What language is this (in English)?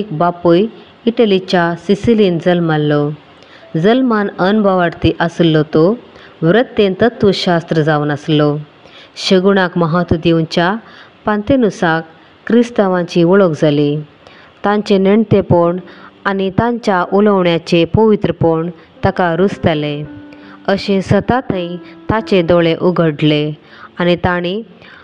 Konkani